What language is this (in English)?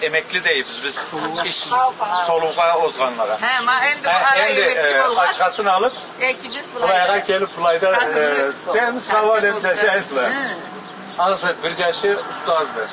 Karachay-Balkar